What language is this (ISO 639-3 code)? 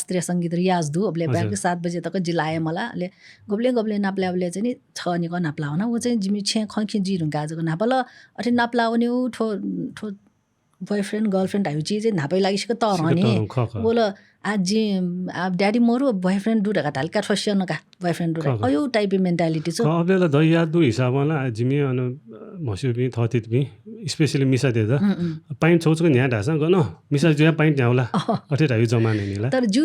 new